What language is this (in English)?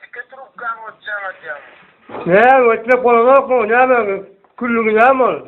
Turkmen